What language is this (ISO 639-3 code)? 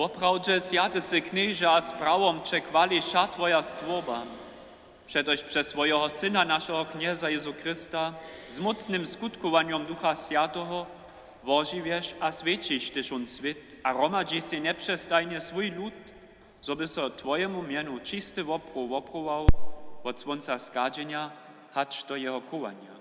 hsb